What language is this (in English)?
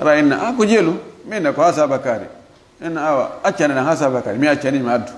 Fula